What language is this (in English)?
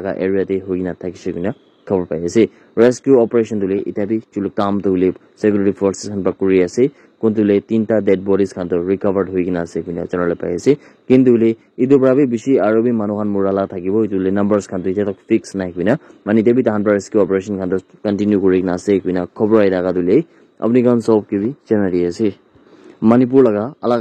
Naga Pidgin